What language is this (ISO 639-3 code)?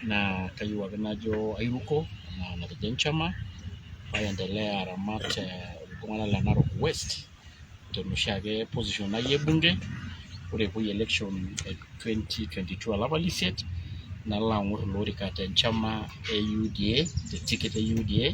mas